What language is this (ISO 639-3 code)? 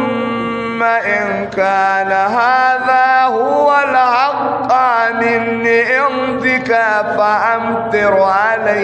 fub